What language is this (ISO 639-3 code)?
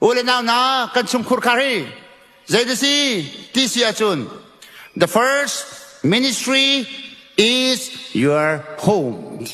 cnh